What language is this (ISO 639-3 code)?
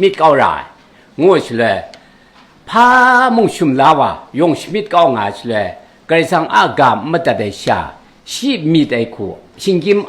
kac